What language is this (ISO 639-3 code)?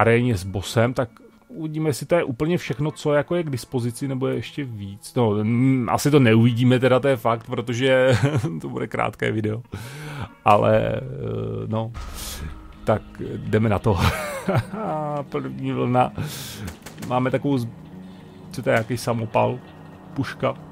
ces